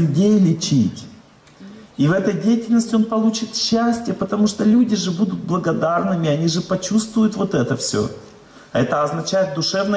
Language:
Russian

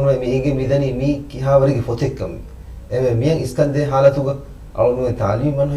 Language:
Divehi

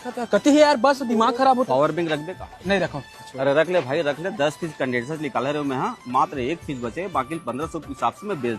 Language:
Chhattisgarhi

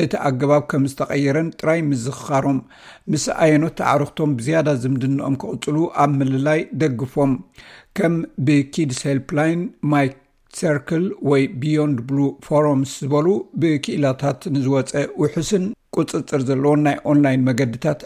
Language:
Tigrinya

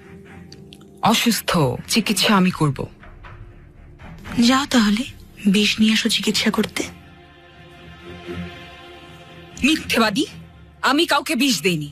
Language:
Bangla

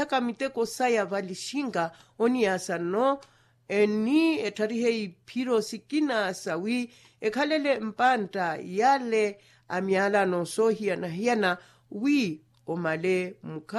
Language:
Makhuwa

